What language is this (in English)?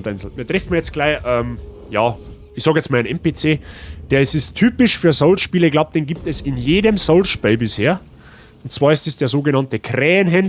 Bavarian